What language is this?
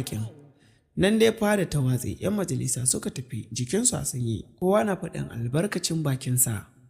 Hausa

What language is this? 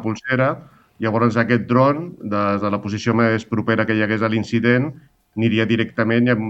Catalan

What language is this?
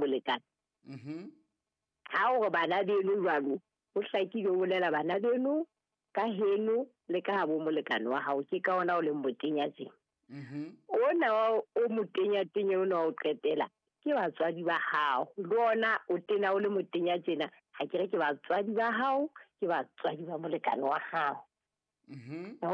Southern Sotho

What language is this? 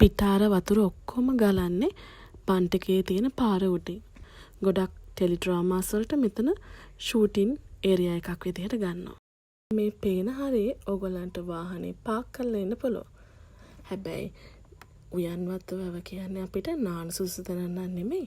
Sinhala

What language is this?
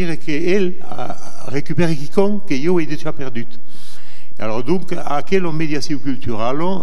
Occitan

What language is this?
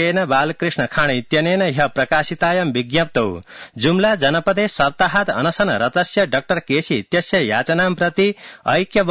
Sanskrit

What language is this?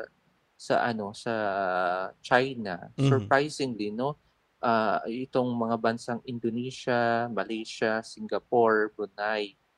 Filipino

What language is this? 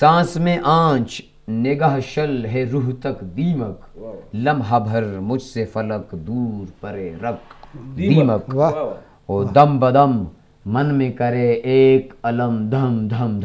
Eastern Balochi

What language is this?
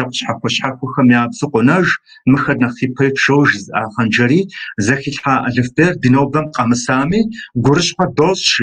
Kabardian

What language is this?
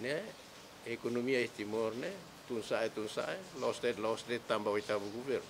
Tetum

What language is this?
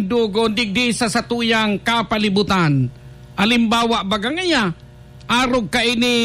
Bikol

